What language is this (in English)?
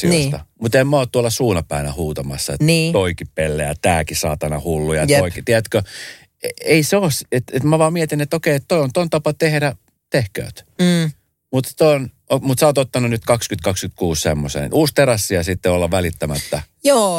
Finnish